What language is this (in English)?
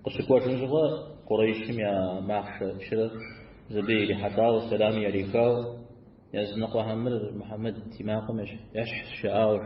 Kabardian